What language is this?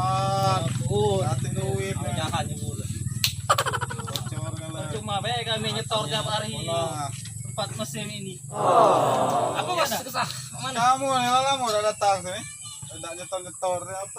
Musi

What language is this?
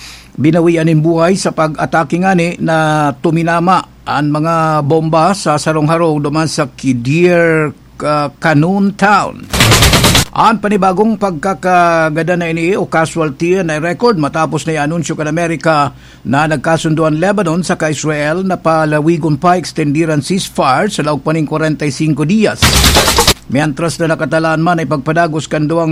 Bikol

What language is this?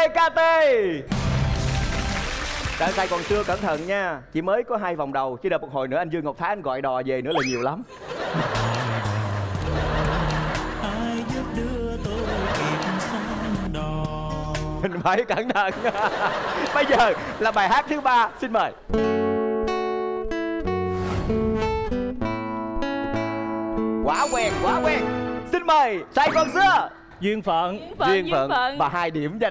Vietnamese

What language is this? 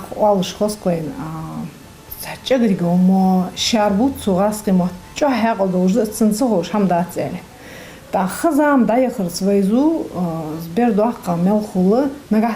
Ingush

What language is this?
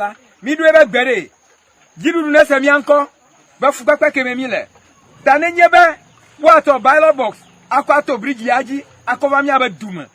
Ewe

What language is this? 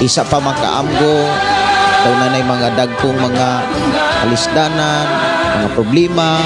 Cebuano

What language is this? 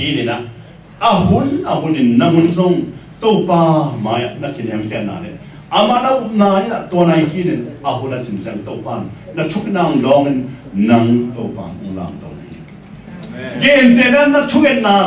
Tedim Chin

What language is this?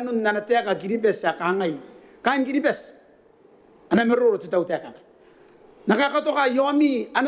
Gilbertese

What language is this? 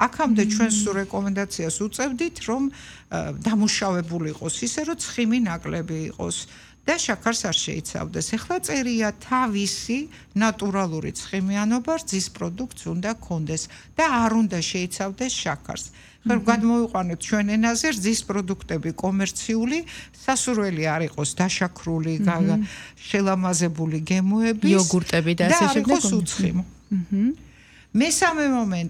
Georgian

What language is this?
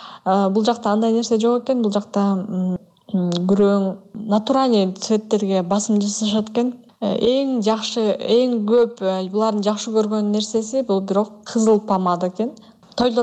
Kyrgyz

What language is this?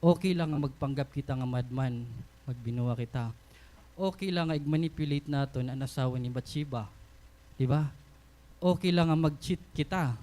Waray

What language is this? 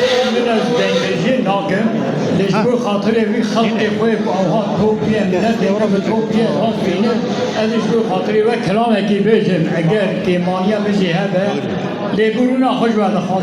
Kurdish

